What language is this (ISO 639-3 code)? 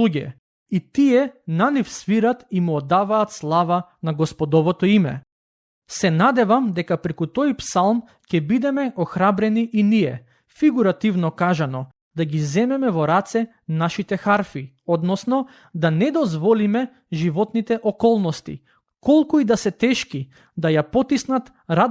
mkd